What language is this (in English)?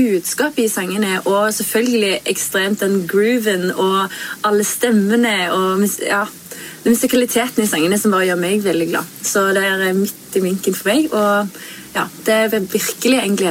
Norwegian